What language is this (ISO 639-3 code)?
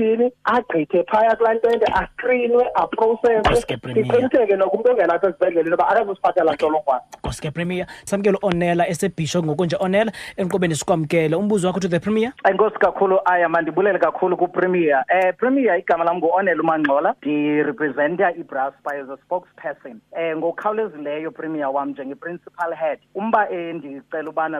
xho